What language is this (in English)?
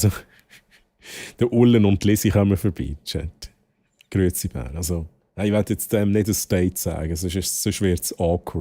Swiss German